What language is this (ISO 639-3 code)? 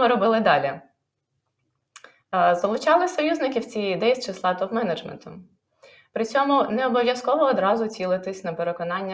ukr